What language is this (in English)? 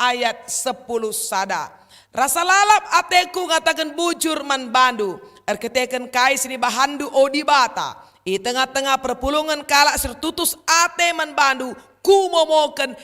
Batak Karo